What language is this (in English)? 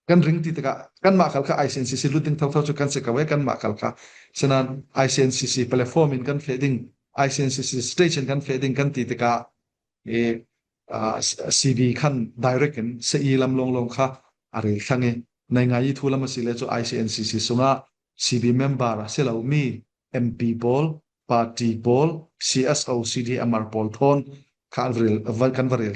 Falam Chin